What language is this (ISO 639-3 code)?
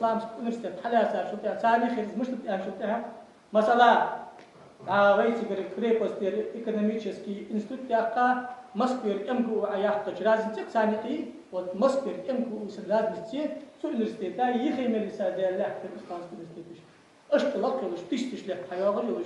inh